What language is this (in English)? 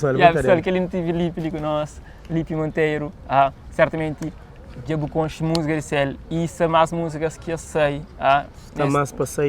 Kabuverdianu